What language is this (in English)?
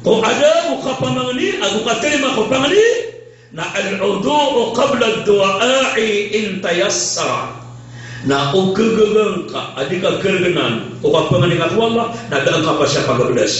Maranao